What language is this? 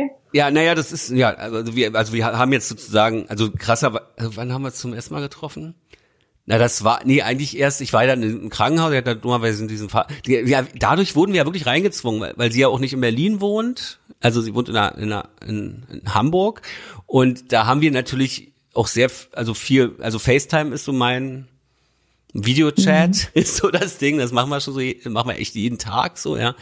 German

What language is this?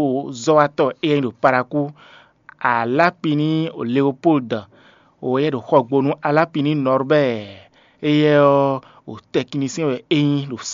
Fon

